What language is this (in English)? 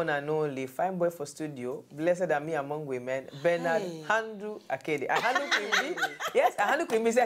Nigerian Pidgin